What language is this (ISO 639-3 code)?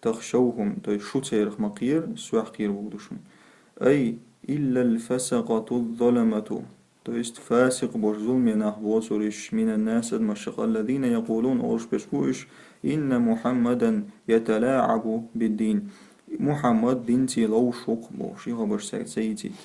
che